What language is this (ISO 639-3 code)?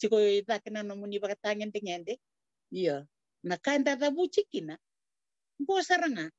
fij